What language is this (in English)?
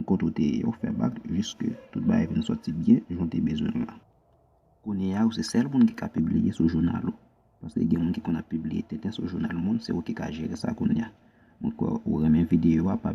Haitian Creole